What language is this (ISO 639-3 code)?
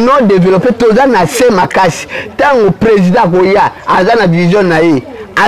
lin